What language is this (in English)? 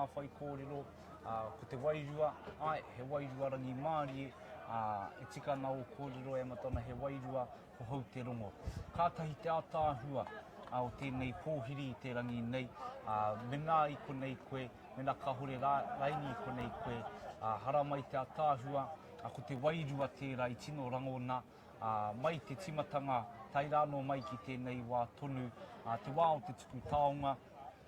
Māori